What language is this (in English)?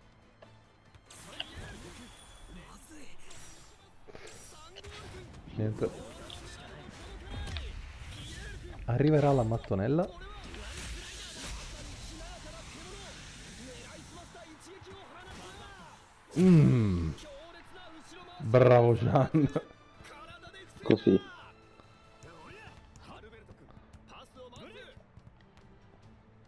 Italian